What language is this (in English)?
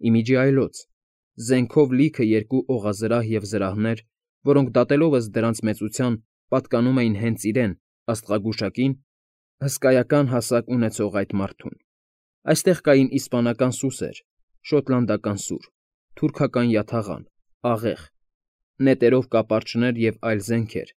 Armenian